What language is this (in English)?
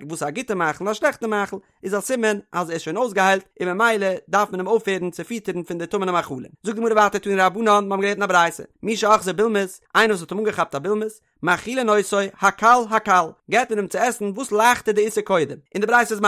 Yiddish